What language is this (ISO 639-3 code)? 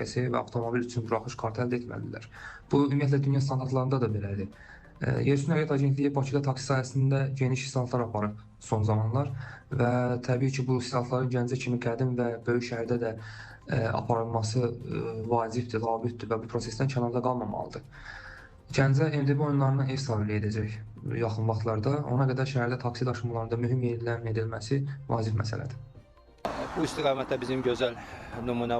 aze